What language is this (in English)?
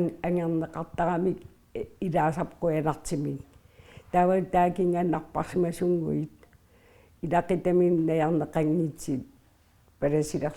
Kalaallisut